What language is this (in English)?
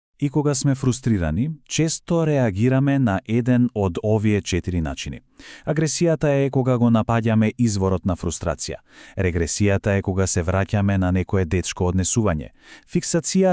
Macedonian